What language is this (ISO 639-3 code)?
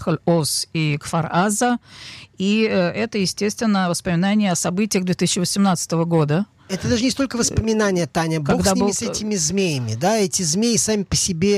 rus